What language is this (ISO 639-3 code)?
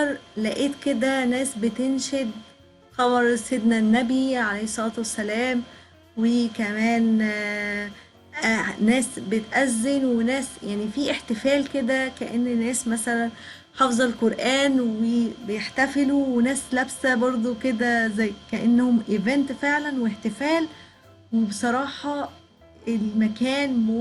arz